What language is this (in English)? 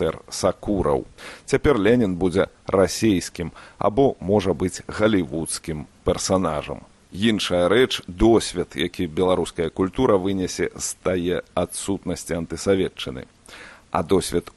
Belarusian